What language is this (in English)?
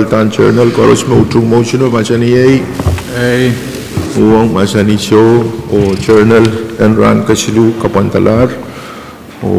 Pohnpeian